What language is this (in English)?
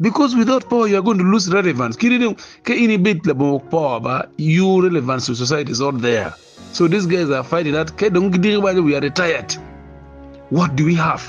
Acoli